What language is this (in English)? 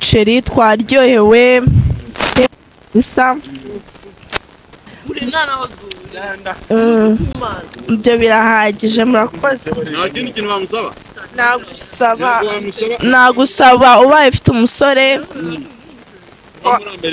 Kinyarwanda